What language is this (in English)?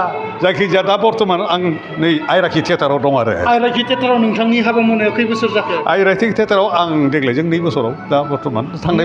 Bodo